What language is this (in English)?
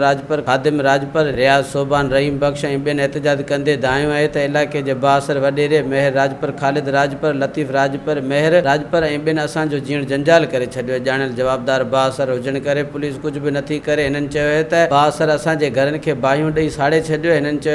Sindhi